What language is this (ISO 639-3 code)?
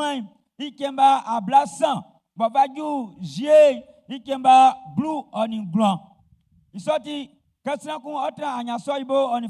bci